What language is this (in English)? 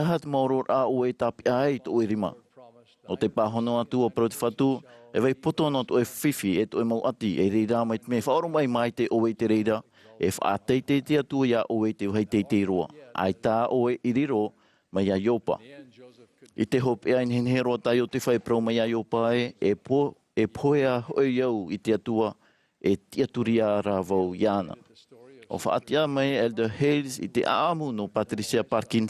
Tahitian